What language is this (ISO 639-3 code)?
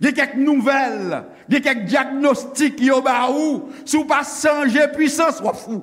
hat